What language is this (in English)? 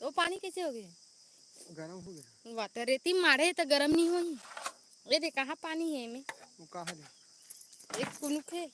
Chhattisgarhi